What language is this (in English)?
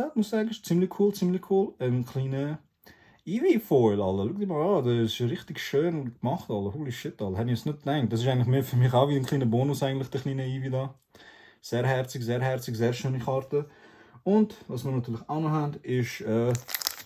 Swiss German